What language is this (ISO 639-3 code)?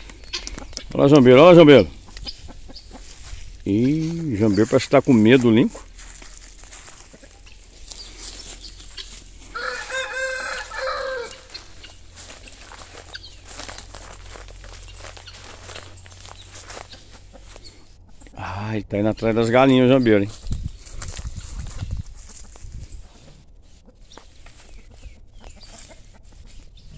por